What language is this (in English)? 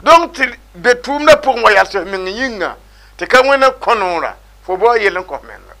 Mossi